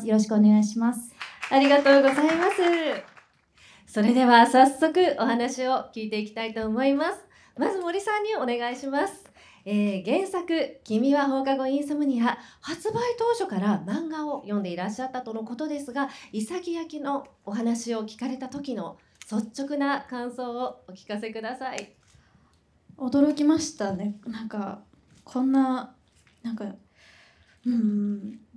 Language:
Japanese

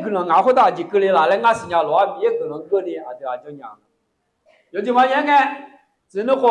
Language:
Akha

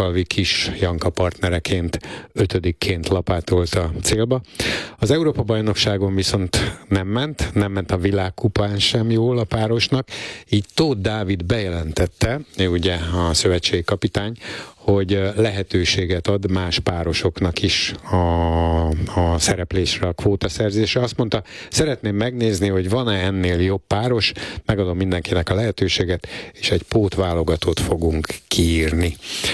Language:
Hungarian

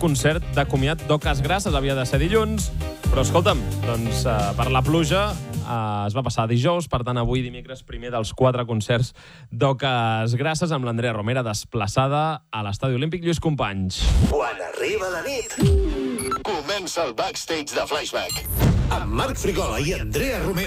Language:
Catalan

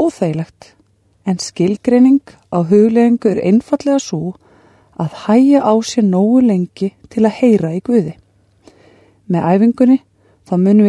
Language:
Icelandic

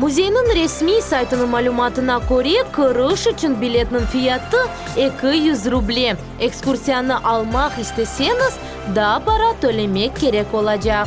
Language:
Crimean Tatar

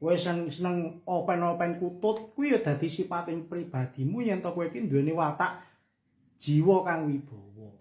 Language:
Javanese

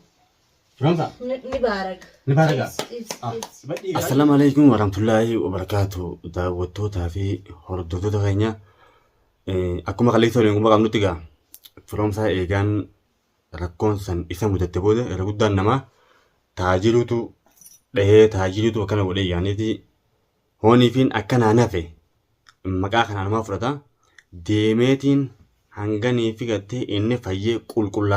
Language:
Oromo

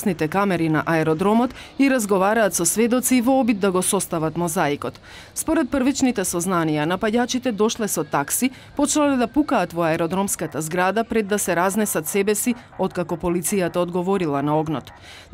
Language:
Macedonian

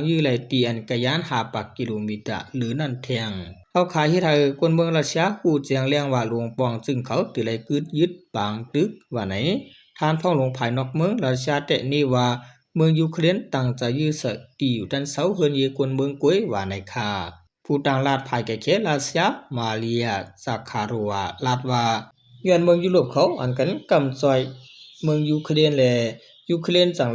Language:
Shan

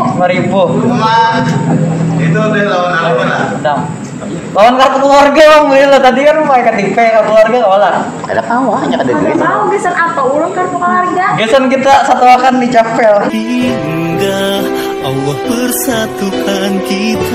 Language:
Banjar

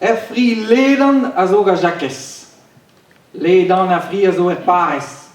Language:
Breton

